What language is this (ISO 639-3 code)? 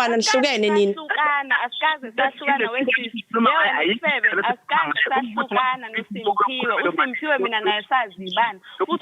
zul